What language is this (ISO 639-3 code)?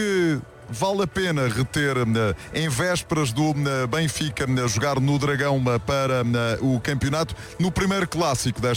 por